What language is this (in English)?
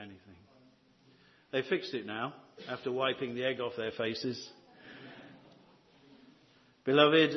English